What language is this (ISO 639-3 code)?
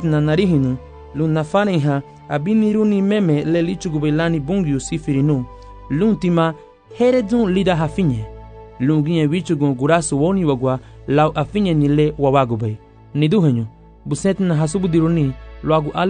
cab